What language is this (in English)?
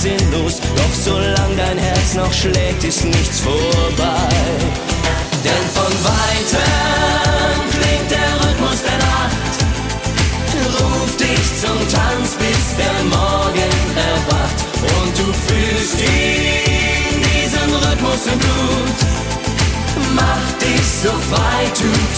German